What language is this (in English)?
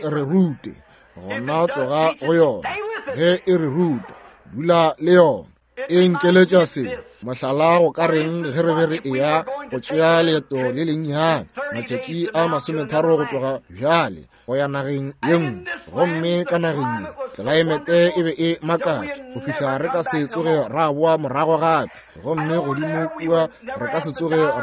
Northern Sotho